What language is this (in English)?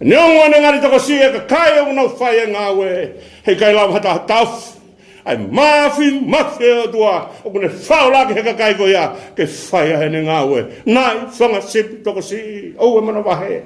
Tongan